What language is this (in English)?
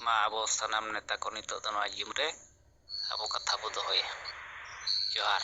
Santali